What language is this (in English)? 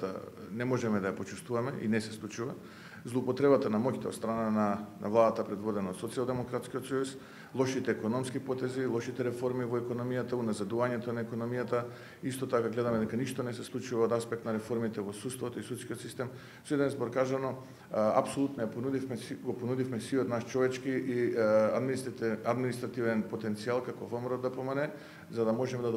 Macedonian